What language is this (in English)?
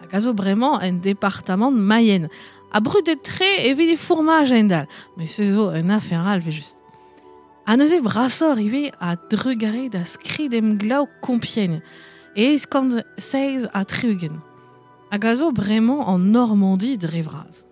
Breton